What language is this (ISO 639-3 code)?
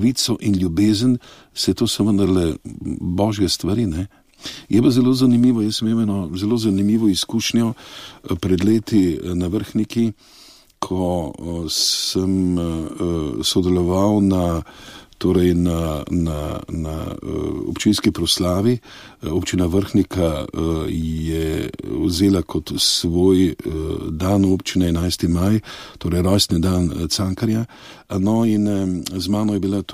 slv